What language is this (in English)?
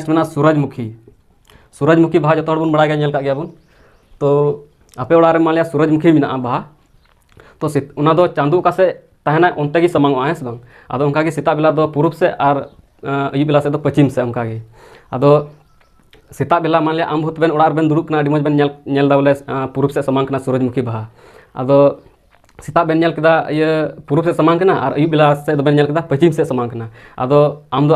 Santali